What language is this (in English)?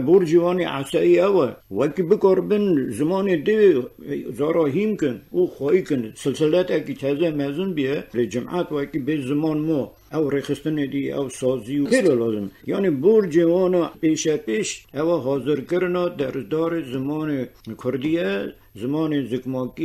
Kurdish